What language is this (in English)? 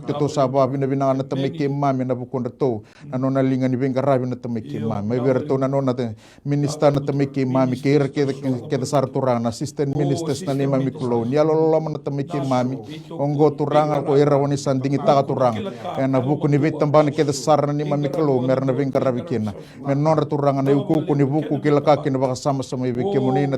Fijian